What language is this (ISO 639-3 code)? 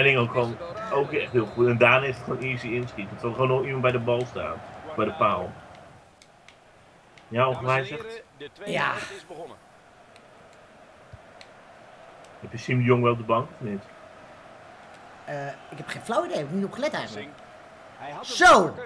nld